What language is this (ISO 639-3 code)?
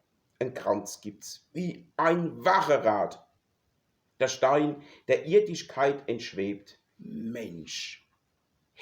pfl